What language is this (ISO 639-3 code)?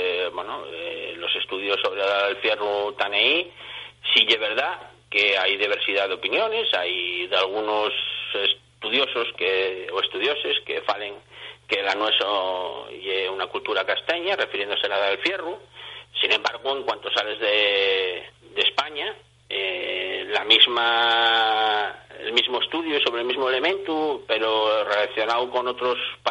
ast